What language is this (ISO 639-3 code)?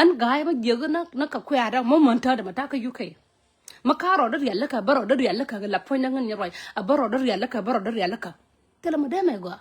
nus